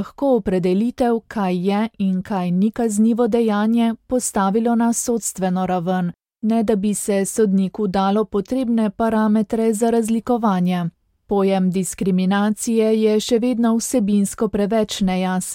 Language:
Slovenian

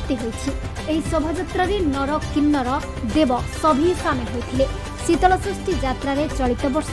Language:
Odia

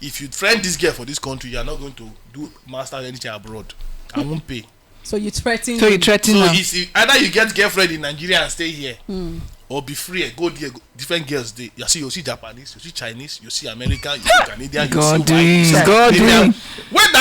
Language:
Nigerian Pidgin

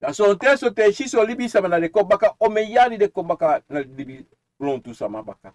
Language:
Sranan Tongo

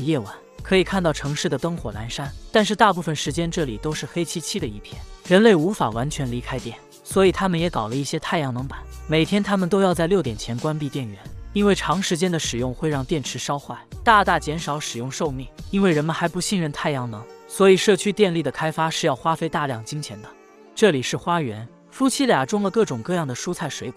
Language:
Chinese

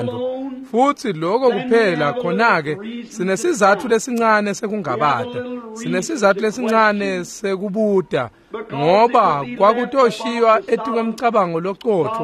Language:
Swati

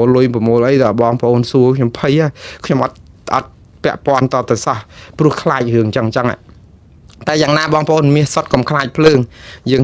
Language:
Khmer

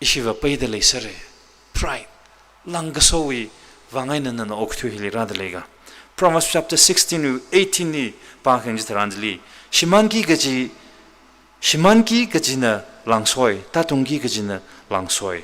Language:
Tangkhul Naga (India)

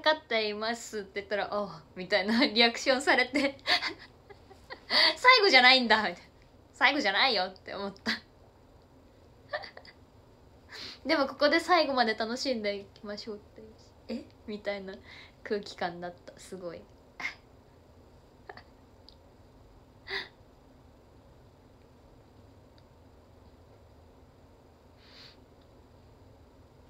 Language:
Japanese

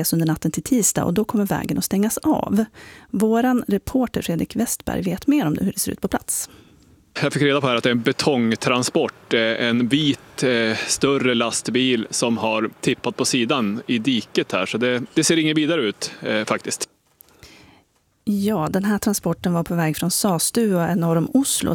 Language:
Swedish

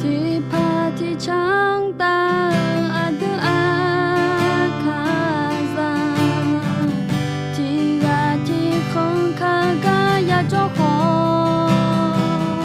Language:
Akha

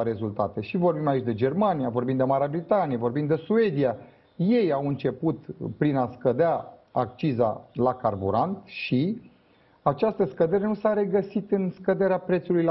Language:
Romanian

